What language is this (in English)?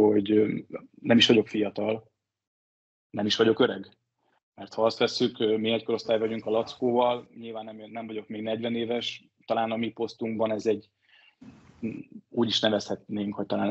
Hungarian